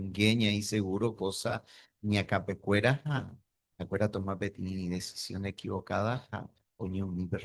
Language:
Guarani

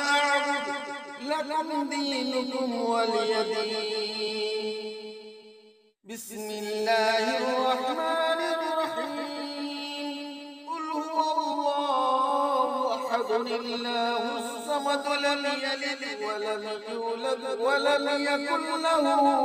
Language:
Arabic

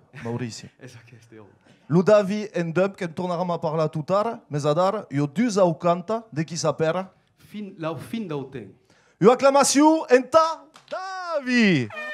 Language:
Occitan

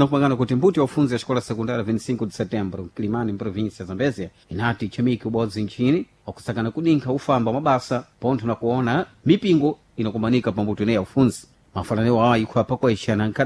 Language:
Sena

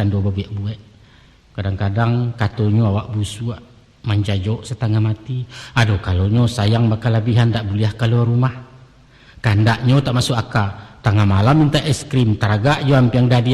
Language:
Minangkabau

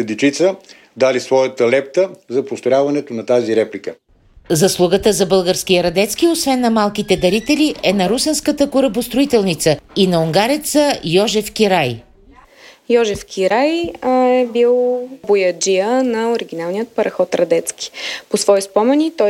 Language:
Bulgarian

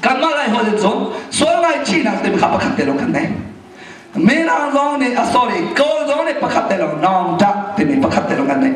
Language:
Hakha Chin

